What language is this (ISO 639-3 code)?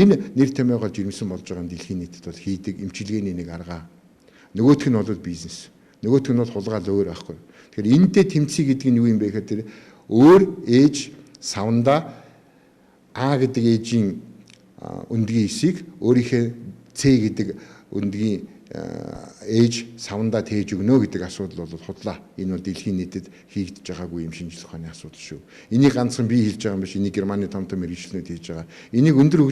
mon